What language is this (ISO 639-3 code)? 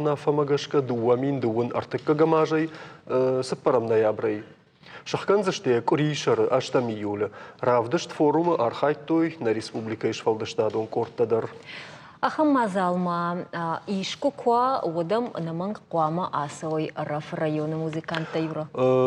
oss